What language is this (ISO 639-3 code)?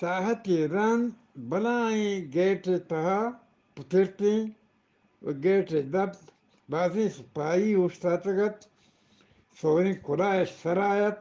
bgp